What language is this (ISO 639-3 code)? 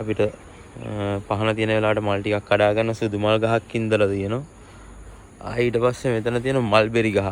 sin